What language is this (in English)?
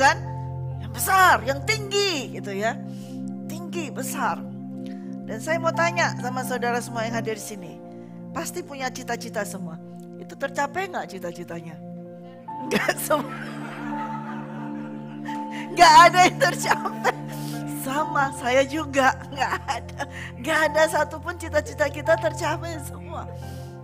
Indonesian